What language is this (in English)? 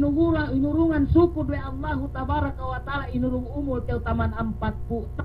Yakan